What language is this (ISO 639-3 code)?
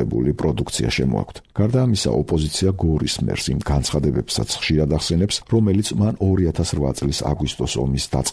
kat